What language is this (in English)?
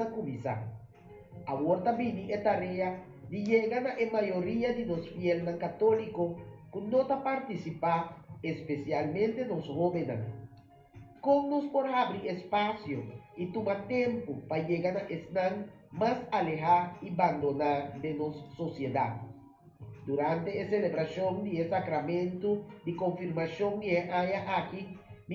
Papiamento